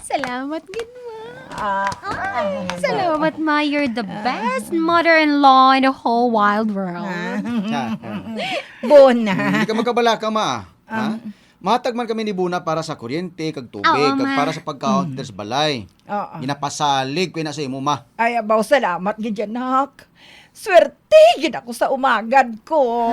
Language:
Hiligaynon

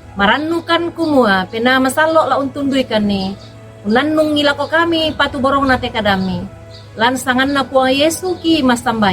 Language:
Toraja-Sa'dan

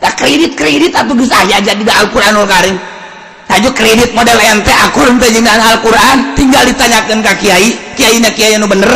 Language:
Sundanese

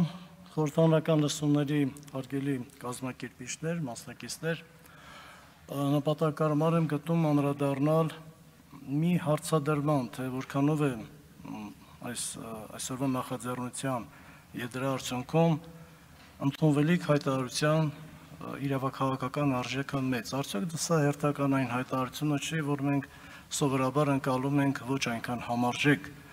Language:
Armenian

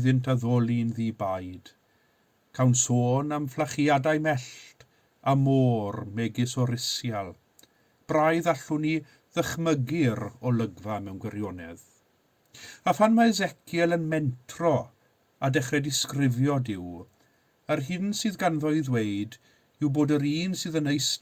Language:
Welsh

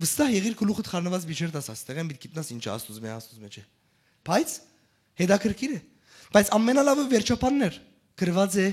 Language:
Western Armenian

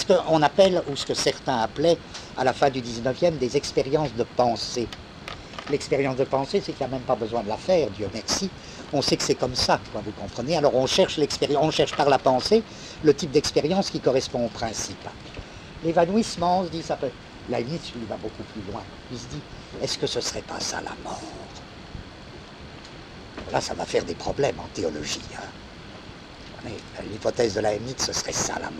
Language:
French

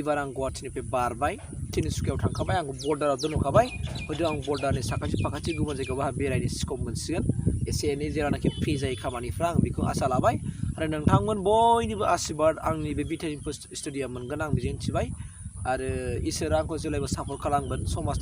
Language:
Bodo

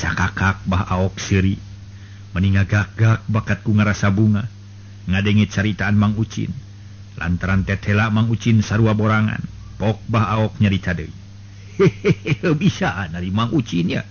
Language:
Sundanese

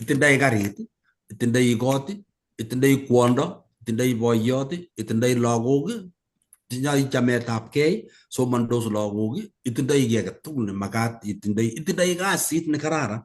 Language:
Kalenjin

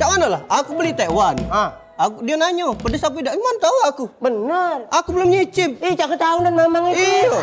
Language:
Musi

